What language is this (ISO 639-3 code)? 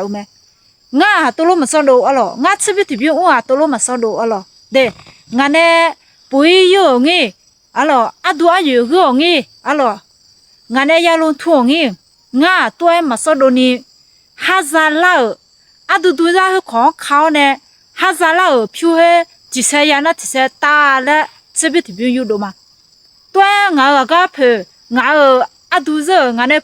ahk